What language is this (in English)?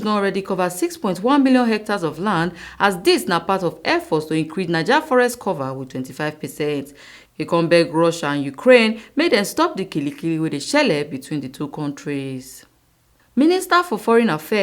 Nigerian Pidgin